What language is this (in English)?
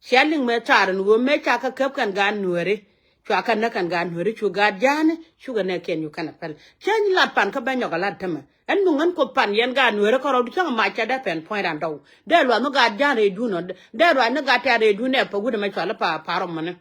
Nuer